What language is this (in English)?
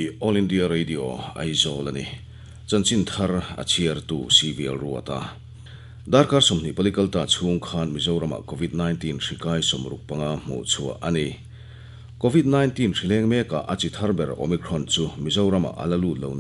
Mizo